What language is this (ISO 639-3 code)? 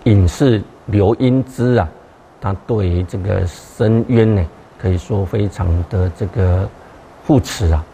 zho